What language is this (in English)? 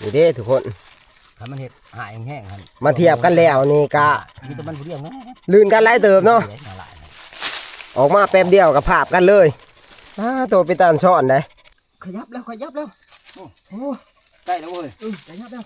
Northeastern Thai